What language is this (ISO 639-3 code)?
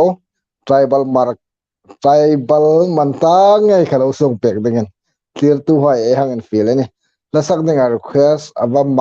hmr